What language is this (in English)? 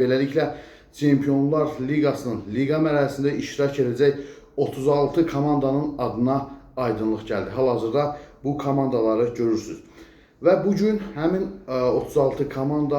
Azerbaijani